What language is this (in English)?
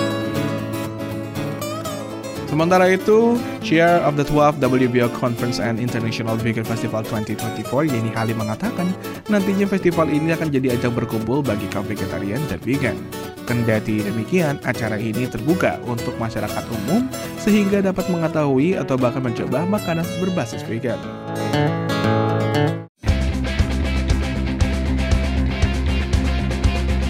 Indonesian